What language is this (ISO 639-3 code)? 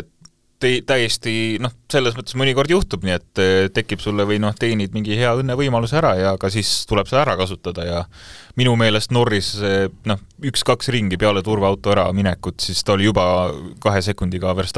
est